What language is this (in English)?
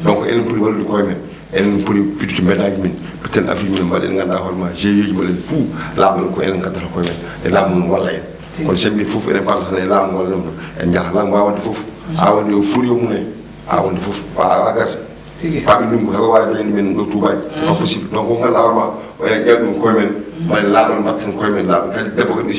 Fula